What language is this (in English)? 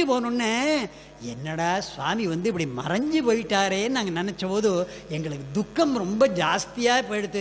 Tamil